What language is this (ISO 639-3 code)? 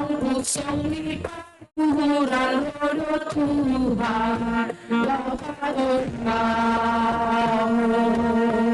bts